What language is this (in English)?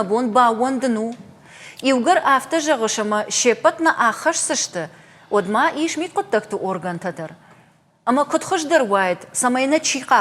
Ossetic